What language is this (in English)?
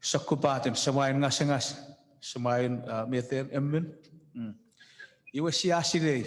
Chuukese